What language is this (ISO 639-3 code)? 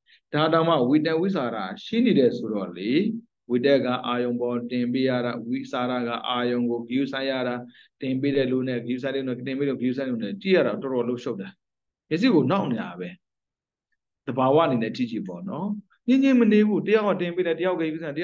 mya